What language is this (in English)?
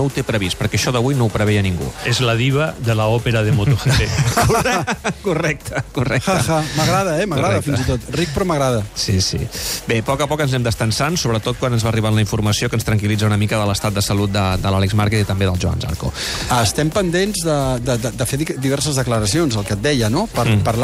Catalan